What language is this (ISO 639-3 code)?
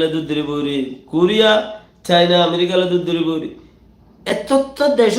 rhg